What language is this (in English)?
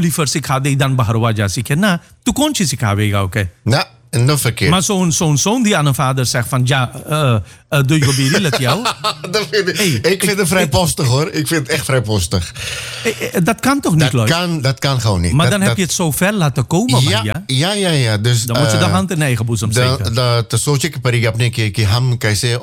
Dutch